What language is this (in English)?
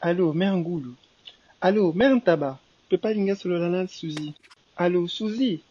Lingala